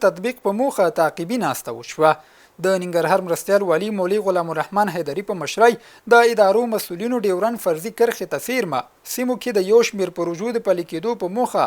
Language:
Pashto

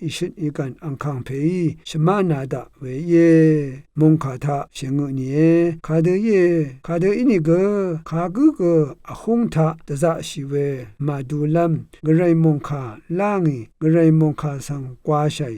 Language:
Rawang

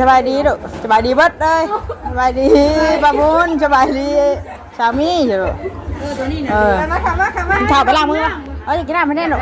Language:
Northeastern Thai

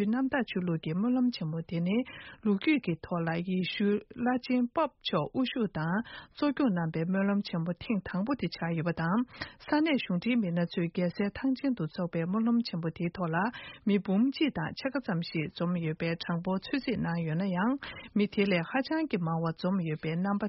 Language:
Tibetan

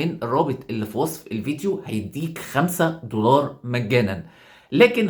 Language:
Egyptian Arabic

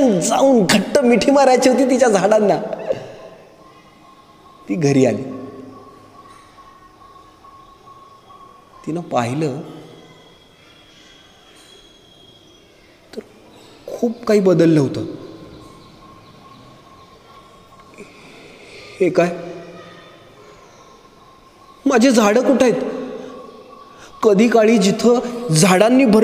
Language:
Marathi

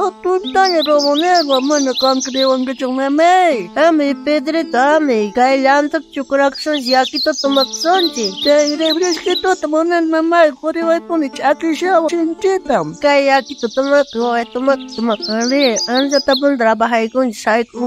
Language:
South Bolivian Quechua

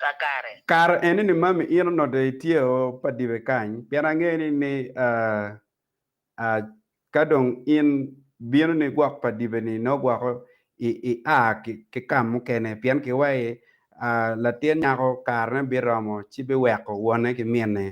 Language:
Acoli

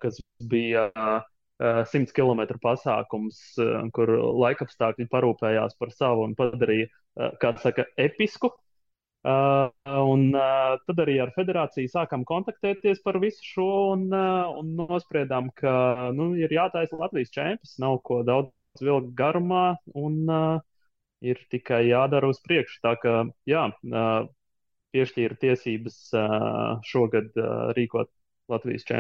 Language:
Latvian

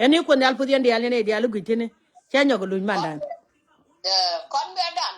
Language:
Nuer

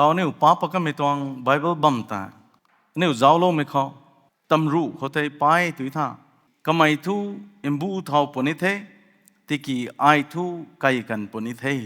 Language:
Rongmei Naga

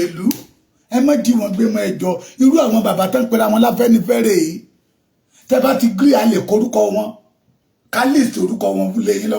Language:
Yoruba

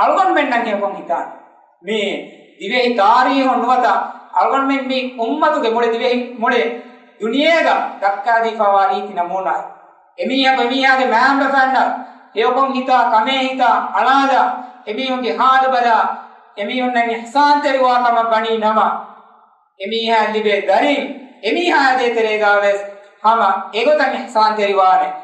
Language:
Divehi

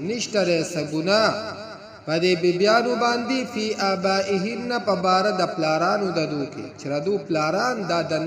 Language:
Pashto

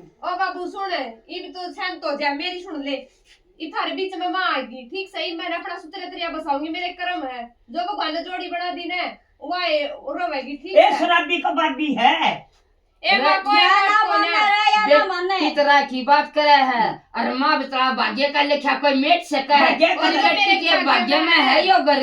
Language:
Haryanvi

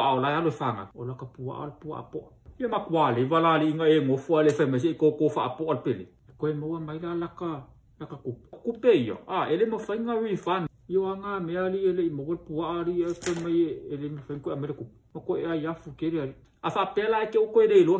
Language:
Samoan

